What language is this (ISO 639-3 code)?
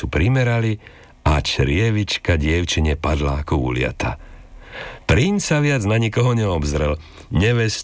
slk